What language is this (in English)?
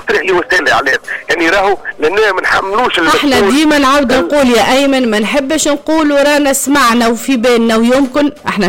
Tunisian Arabic